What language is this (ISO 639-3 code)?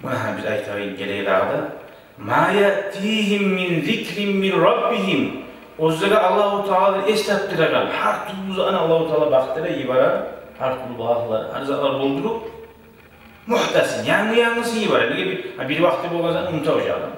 kum